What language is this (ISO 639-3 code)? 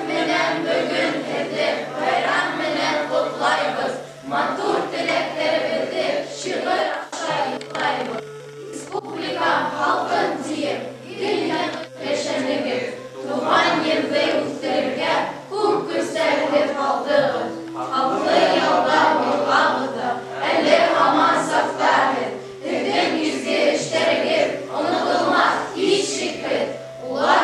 bak